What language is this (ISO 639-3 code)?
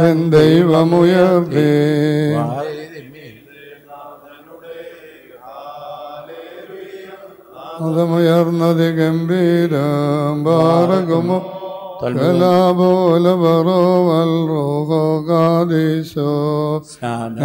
mal